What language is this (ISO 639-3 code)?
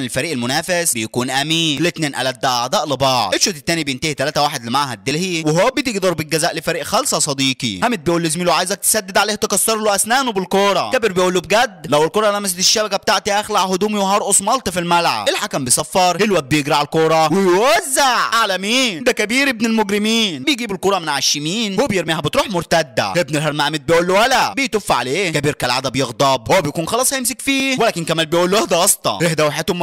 arz